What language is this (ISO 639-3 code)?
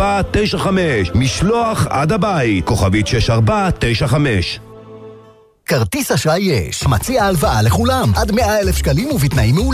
heb